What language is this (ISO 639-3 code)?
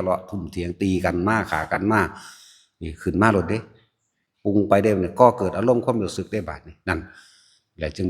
tts